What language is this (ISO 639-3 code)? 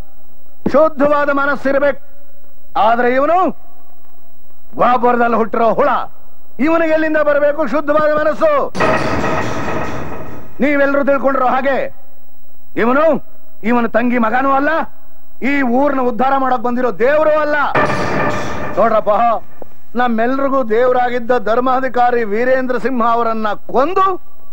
kan